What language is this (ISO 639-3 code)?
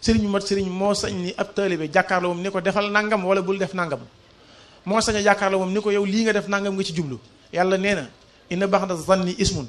wol